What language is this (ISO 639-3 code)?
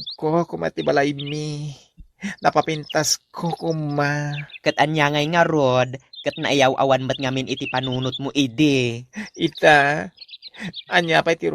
ilo